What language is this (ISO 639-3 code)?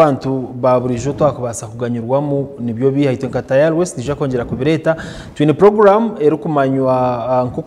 nyn